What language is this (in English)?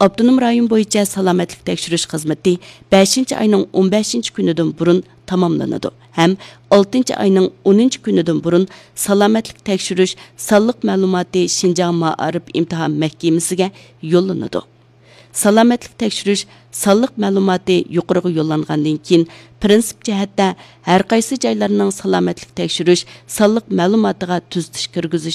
Uyghur